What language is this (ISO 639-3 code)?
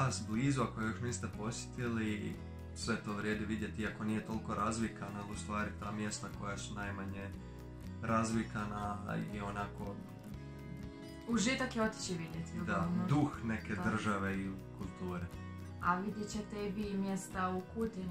hrv